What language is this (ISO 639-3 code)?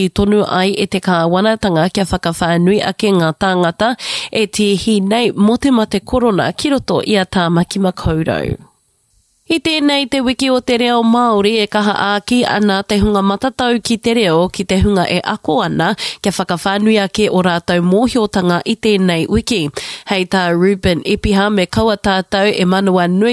mri